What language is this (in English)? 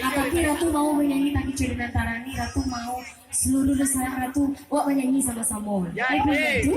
Minangkabau